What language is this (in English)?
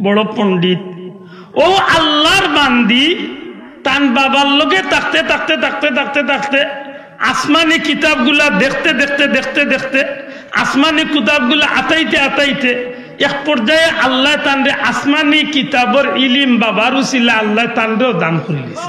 Sylheti